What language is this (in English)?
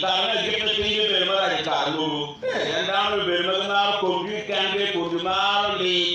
Acoli